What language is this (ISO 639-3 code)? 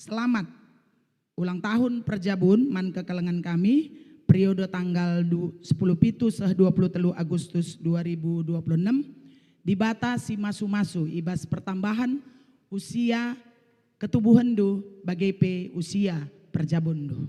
btx